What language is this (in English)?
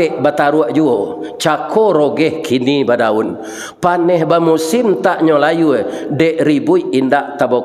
Minangkabau